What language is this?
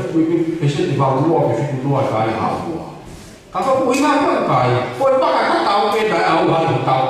Tongan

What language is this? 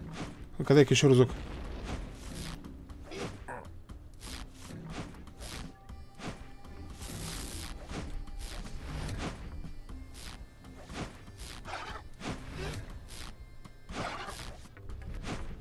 Russian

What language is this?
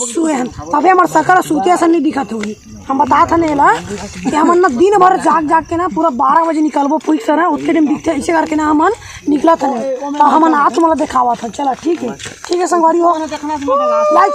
Chhattisgarhi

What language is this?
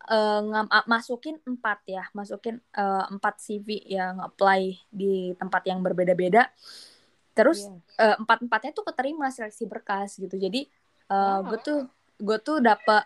Indonesian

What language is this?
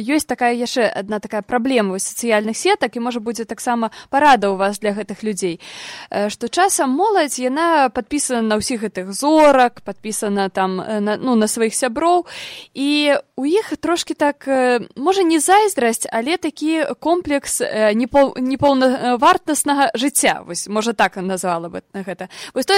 Belarusian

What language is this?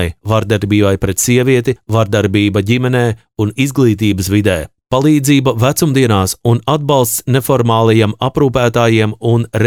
Latvian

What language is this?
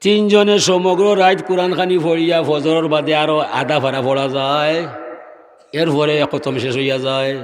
Sylheti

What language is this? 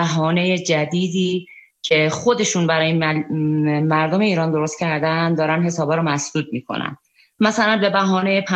Persian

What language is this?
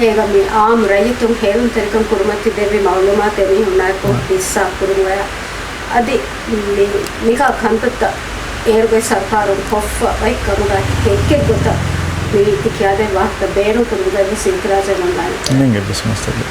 Divehi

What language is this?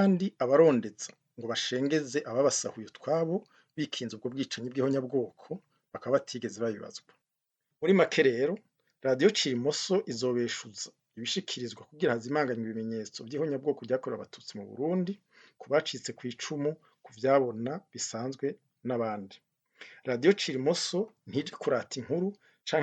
Rundi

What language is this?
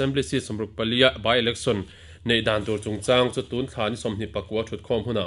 Mizo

